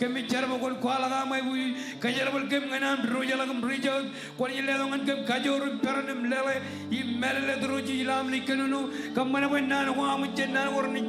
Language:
Marshallese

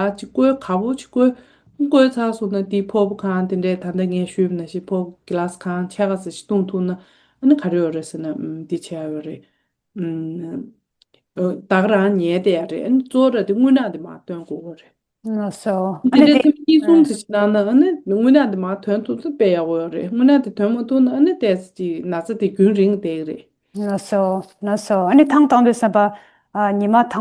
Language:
Tibetan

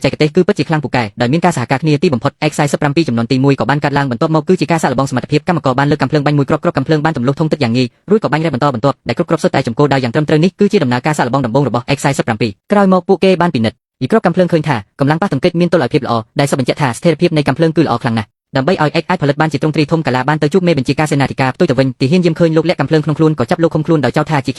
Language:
Khmer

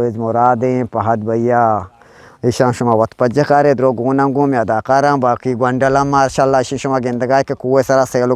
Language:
Eastern Balochi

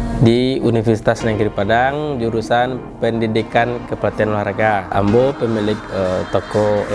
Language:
Minangkabau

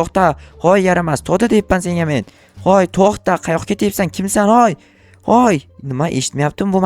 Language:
Uzbek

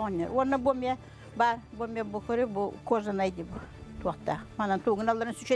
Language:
Yakut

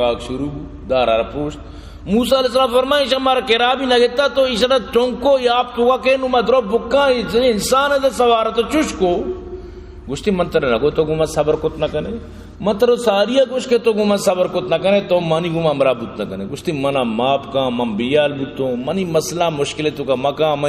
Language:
Baluchi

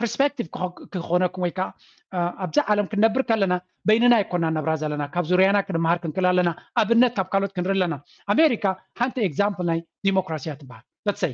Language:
Tigrinya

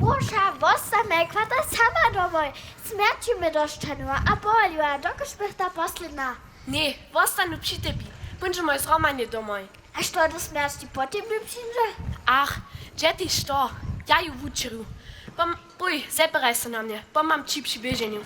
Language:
Upper Sorbian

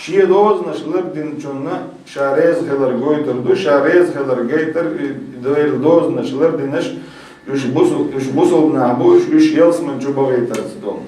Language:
Chechen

